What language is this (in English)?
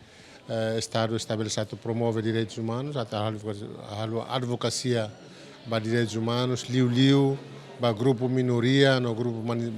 Tetum